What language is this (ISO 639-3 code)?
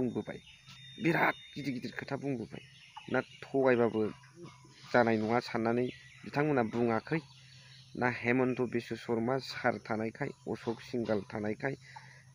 brx